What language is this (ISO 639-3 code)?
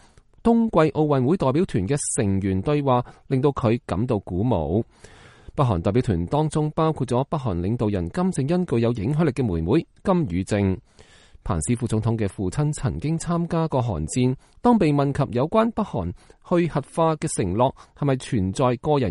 yue